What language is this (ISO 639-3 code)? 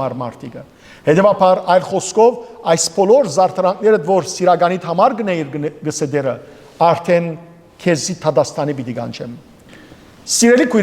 hyw